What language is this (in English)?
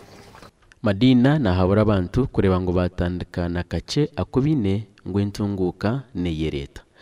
Nyankole